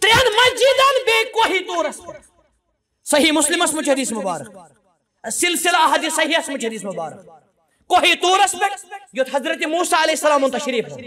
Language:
Kashmiri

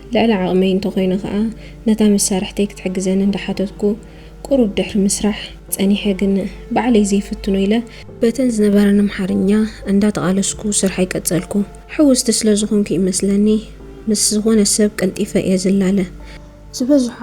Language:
Tigrinya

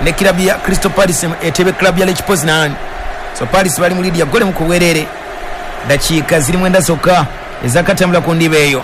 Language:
Ganda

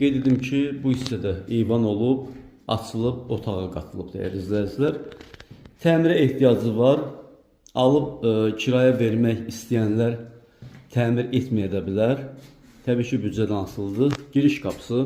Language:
Azerbaijani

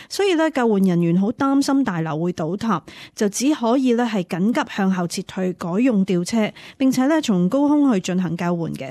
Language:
Cantonese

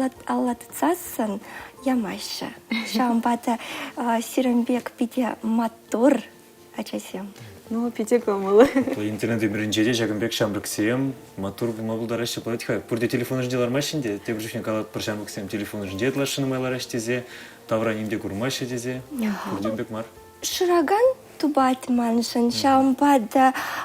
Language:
Chuvash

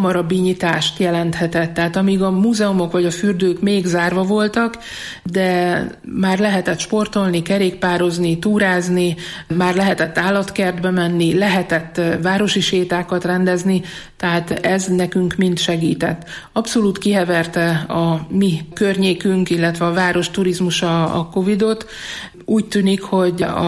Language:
Hungarian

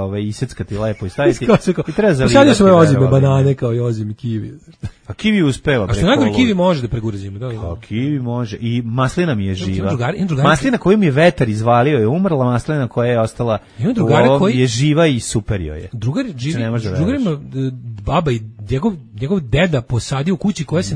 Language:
Serbian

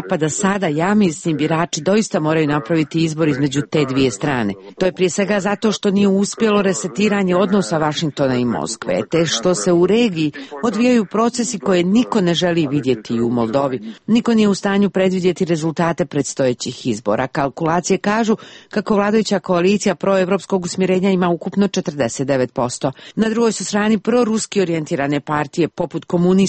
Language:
Serbian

